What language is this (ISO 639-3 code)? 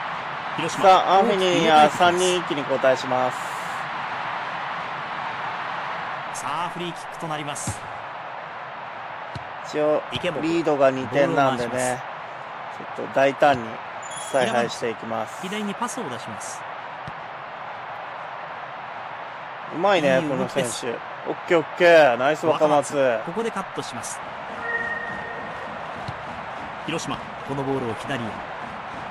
jpn